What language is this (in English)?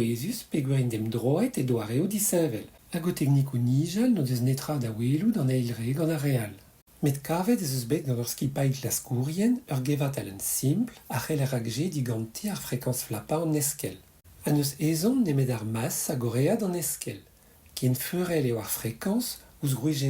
Breton